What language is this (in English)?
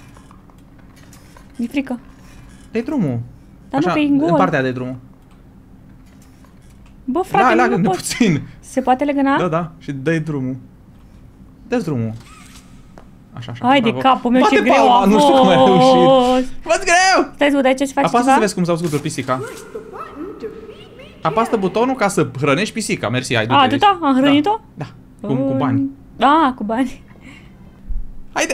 Romanian